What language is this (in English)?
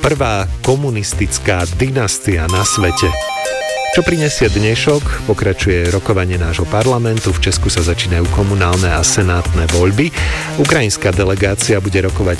Slovak